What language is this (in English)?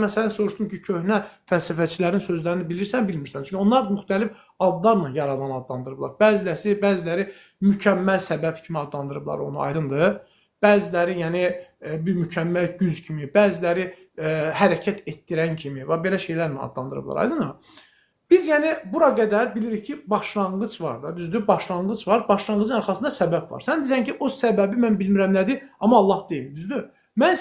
Azerbaijani